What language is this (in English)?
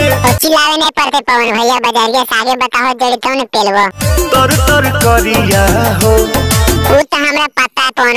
Magahi